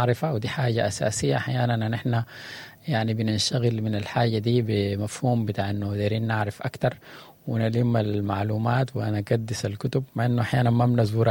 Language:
Sudanese Arabic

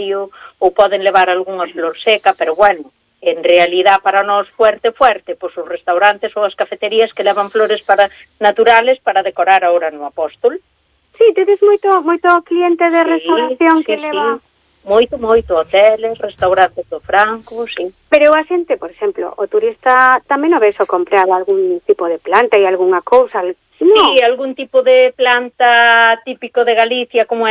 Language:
Galician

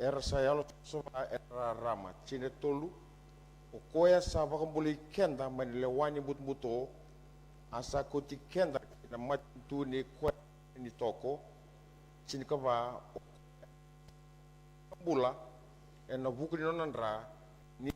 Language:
Fijian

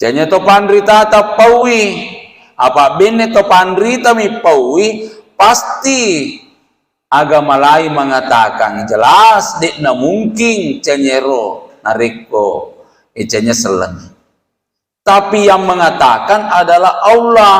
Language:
Buginese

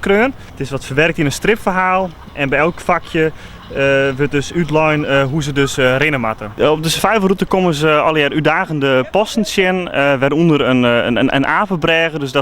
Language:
Western Frisian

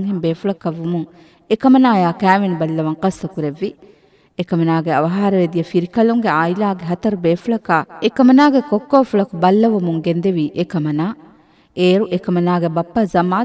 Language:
Divehi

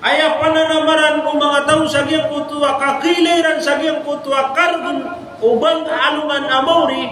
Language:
Maranao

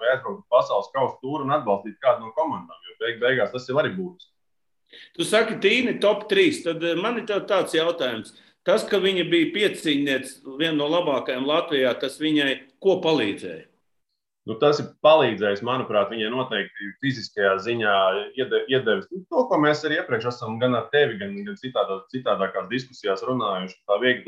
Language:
Latvian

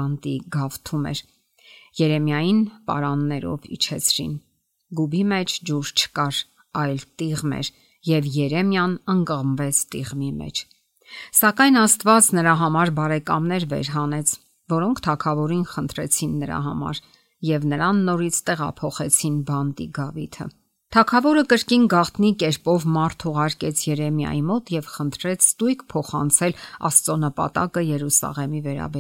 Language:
Armenian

